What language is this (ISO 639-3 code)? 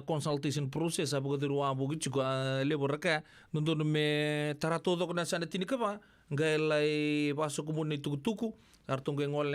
fij